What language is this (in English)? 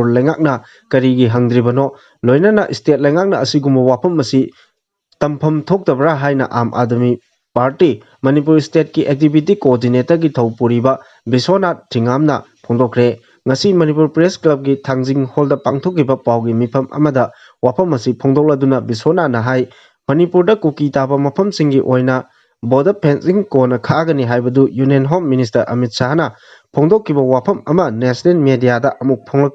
Manipuri